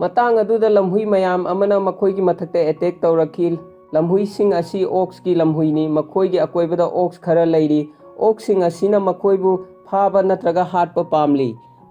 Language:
Manipuri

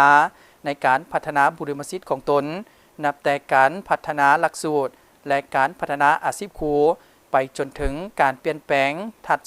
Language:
Lao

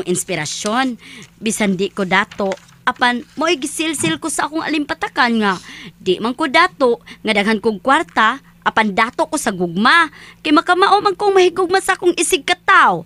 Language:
Cebuano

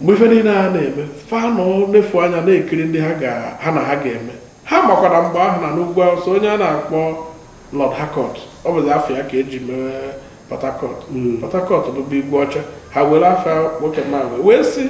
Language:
Igbo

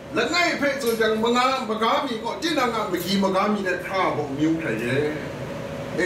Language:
Kachin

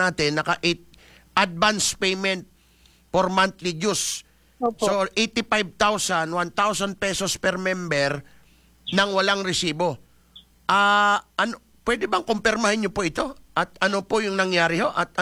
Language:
Filipino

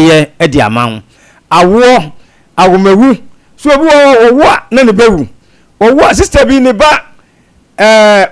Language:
Akan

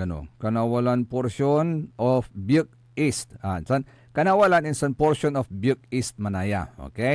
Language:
Pangasinan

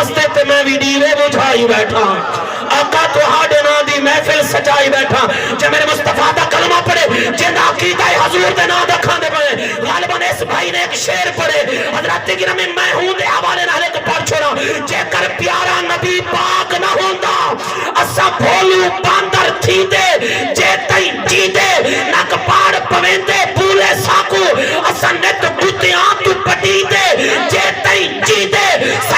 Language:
Saraiki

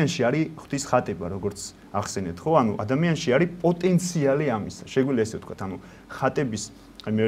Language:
Georgian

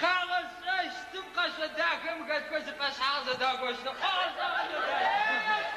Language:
Adyghe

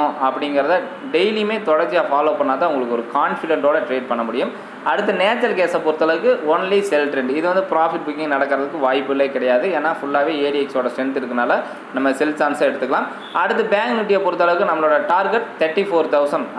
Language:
Tamil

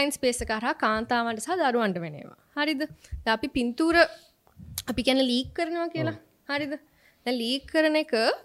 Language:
Sinhala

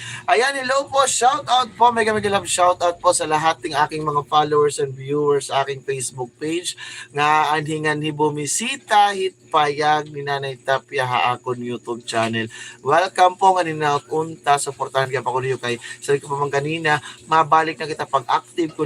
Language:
Waray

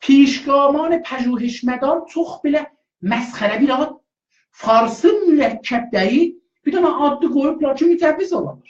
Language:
South Azerbaijani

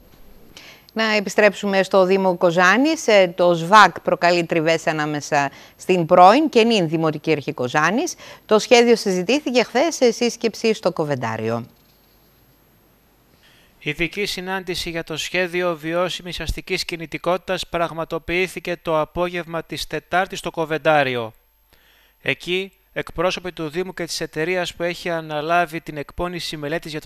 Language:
Greek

